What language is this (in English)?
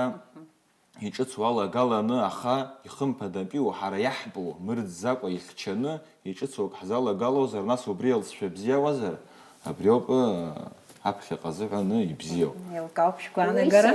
Abkhazian